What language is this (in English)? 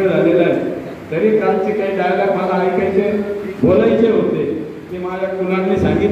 Marathi